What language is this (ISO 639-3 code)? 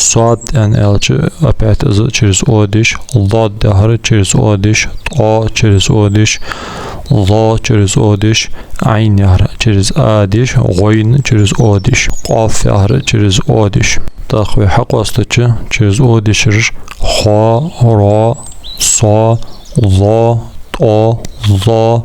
inh